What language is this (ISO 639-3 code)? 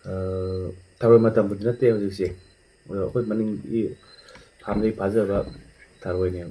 mni